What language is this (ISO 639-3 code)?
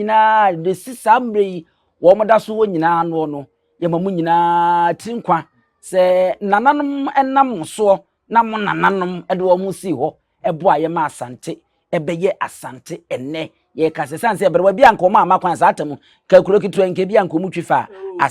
aka